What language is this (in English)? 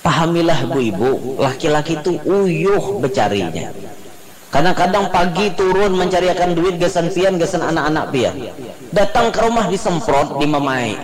Banjar